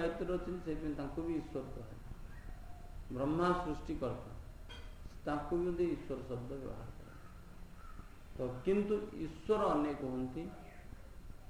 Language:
Odia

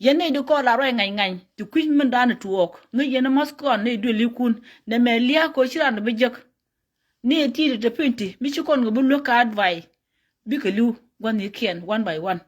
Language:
Nuer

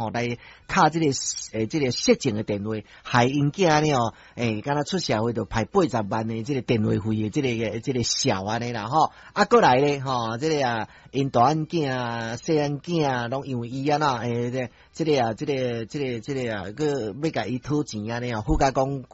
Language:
Min Nan Chinese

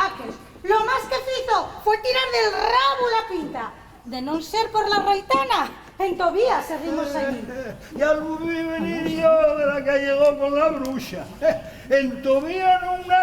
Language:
Asturian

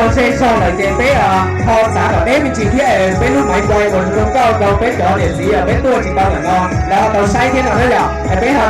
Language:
Hmong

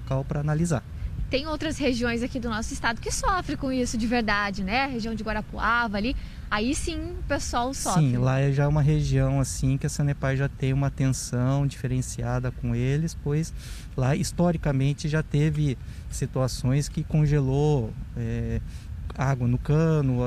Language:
Portuguese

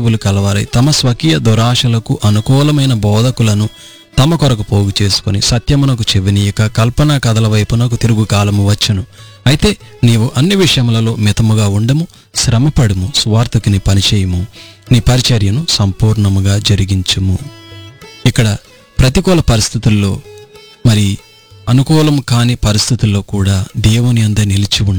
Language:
Telugu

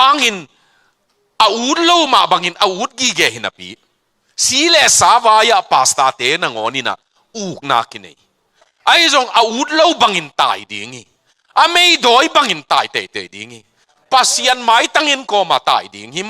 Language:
Tedim Chin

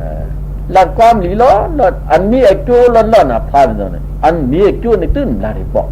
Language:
Shan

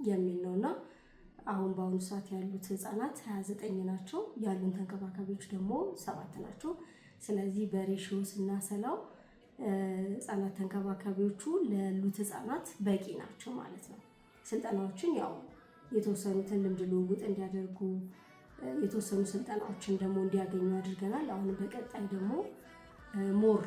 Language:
Amharic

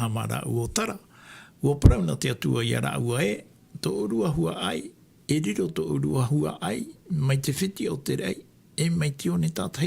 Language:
Tahitian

